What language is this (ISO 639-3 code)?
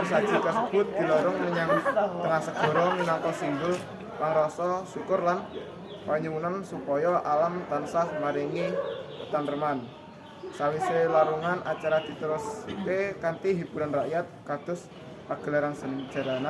jav